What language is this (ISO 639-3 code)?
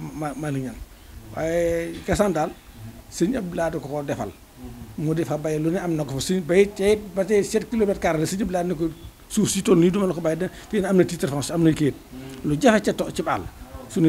wol